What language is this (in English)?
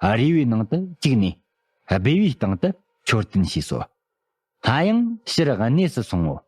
Tibetan